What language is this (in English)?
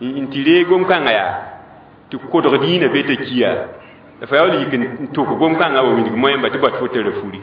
Mossi